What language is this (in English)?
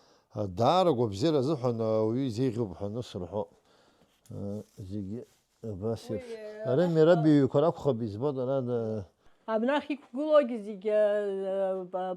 Abkhazian